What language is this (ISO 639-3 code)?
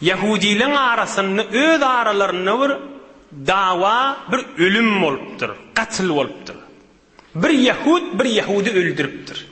tuk